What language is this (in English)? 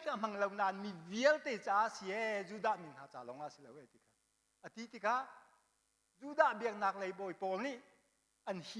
Hakha Chin